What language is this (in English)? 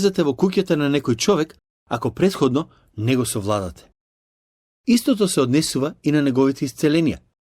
Macedonian